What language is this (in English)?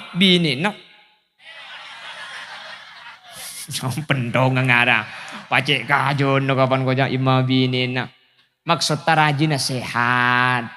Madurese